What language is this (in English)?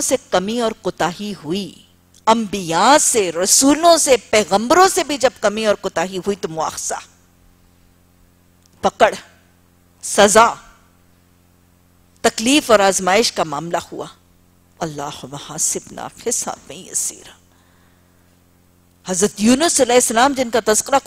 Urdu